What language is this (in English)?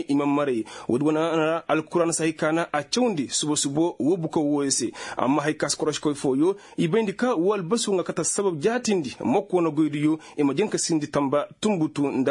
Koyraboro Senni